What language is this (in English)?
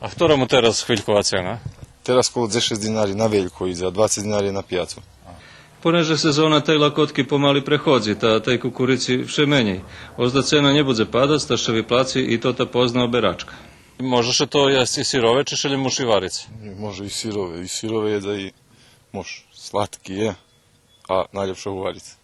Rusyn